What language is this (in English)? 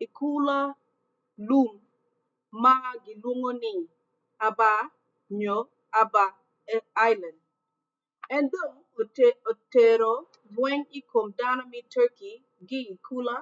Acoli